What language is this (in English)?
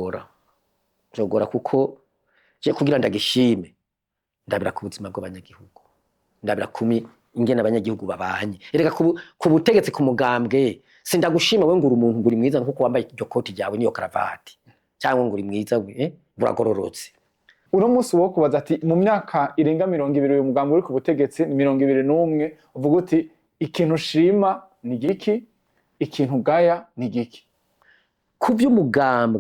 Rundi